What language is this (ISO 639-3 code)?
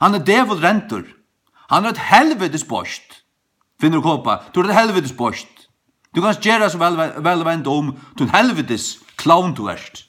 fao